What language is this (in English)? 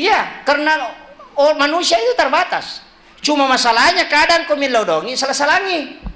Buginese